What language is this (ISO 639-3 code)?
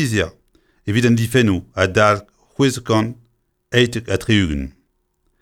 bre